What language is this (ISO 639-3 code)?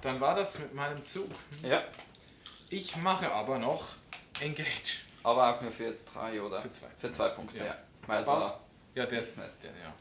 gsw